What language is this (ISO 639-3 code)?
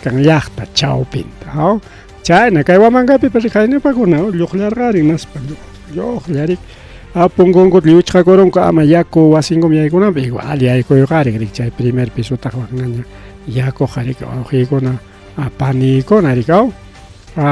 quy